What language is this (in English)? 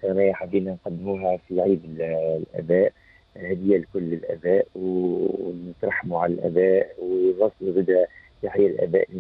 Tunisian Arabic